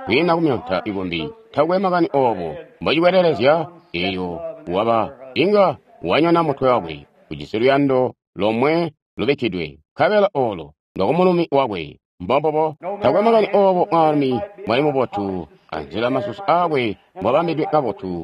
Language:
Tonga (Zambia)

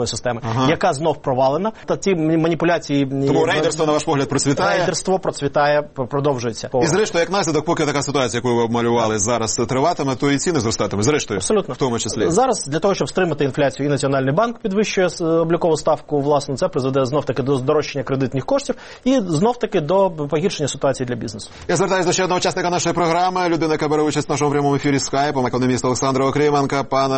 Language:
Ukrainian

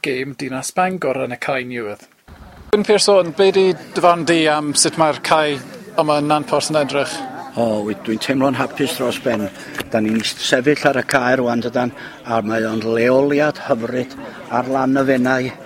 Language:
Welsh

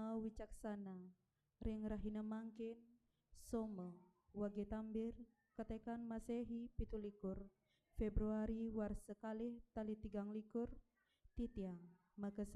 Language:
Balinese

